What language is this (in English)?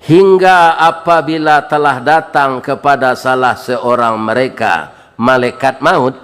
Minangkabau